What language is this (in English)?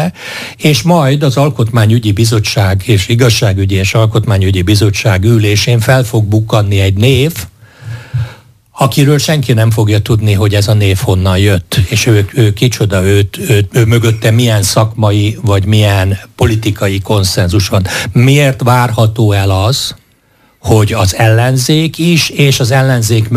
Hungarian